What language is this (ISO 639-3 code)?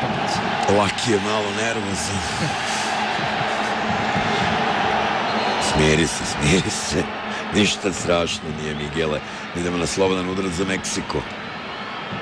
hrv